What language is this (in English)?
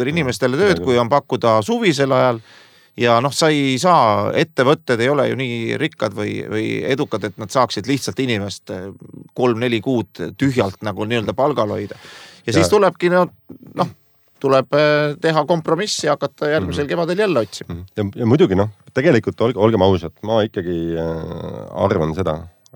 Estonian